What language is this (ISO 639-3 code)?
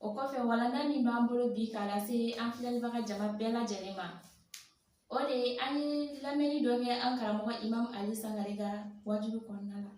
bam